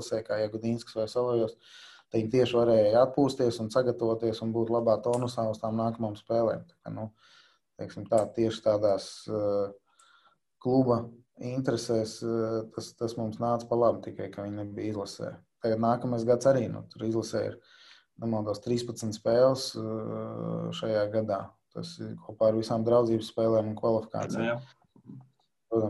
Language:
Latvian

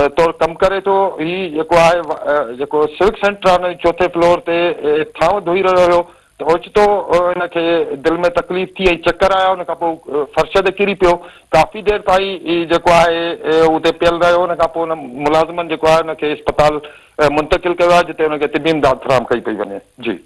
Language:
Sindhi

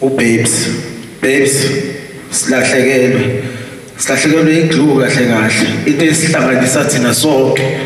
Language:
Zulu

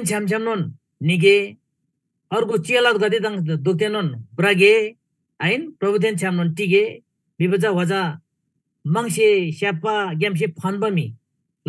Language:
Eastern Tamang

